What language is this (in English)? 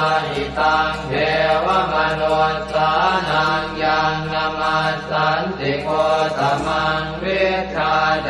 Pali